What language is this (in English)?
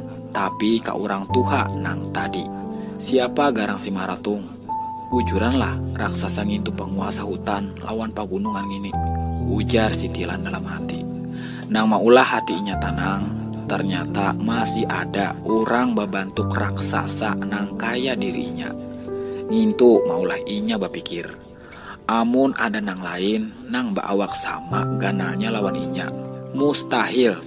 Banjar